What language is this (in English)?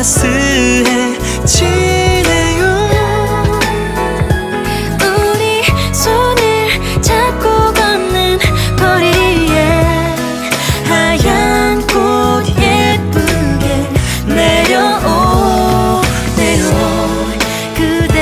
Korean